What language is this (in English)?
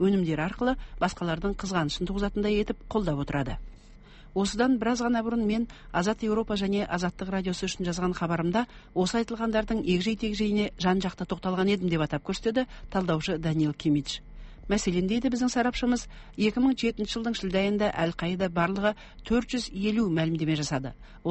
Kazakh